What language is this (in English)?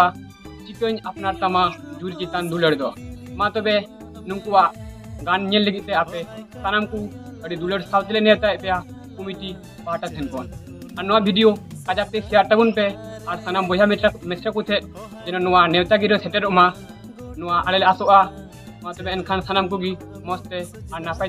Santali